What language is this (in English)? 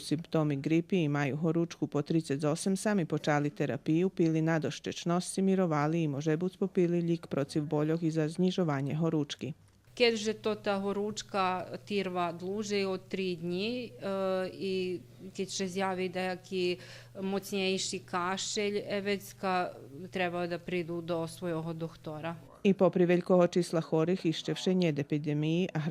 Rusyn